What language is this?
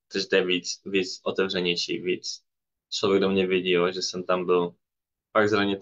Czech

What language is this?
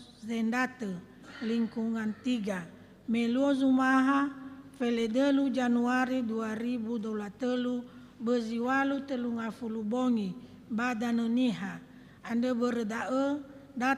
Nias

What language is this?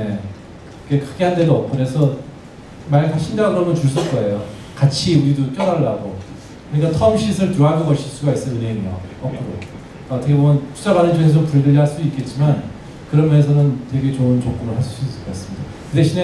Korean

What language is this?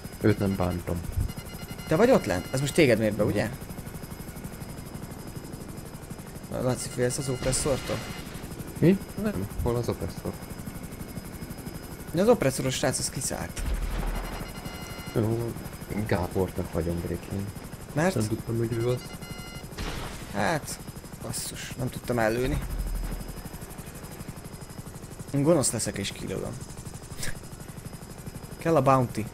Hungarian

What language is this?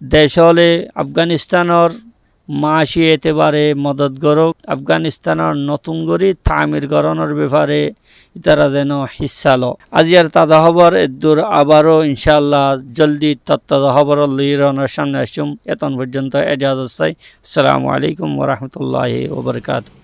Rohingya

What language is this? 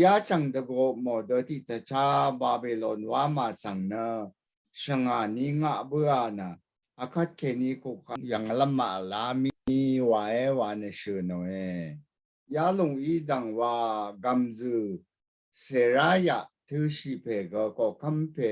Rawang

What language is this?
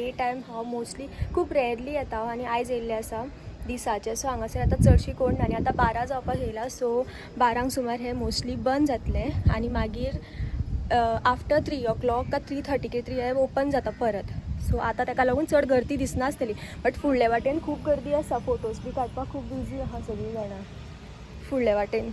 Konkani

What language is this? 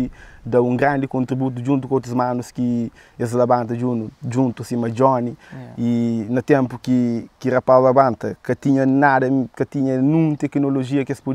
Kabuverdianu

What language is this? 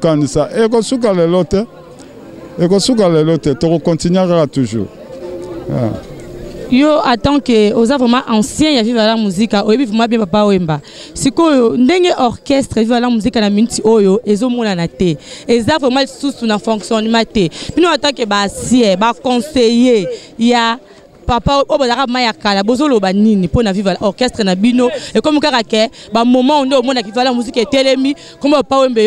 Lingala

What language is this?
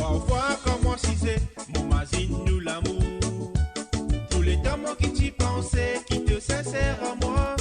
Morisyen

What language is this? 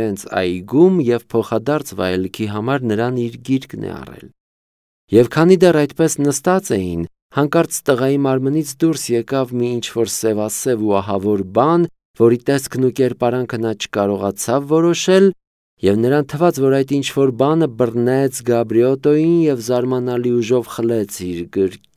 Armenian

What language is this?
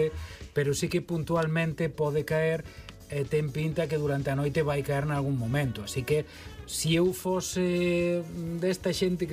Galician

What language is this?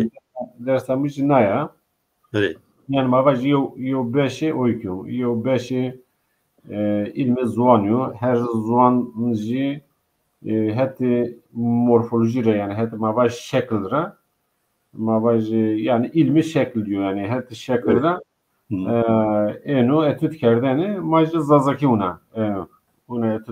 Zaza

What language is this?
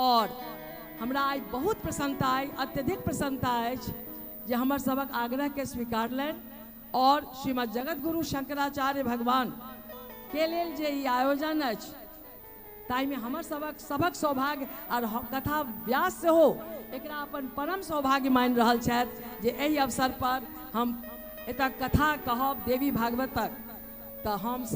Maithili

